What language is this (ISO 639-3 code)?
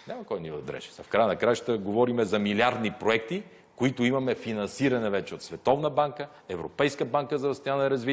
bul